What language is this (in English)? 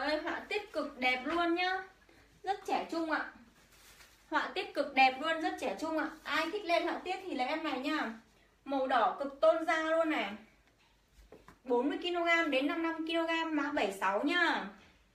Vietnamese